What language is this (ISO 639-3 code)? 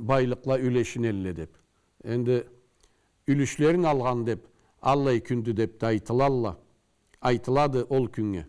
krc